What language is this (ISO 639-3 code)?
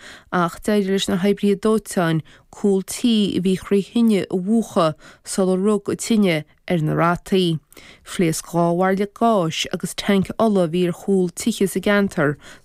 gle